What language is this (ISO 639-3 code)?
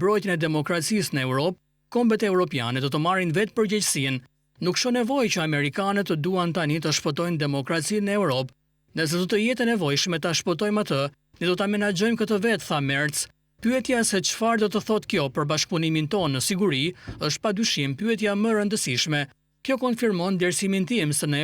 sqi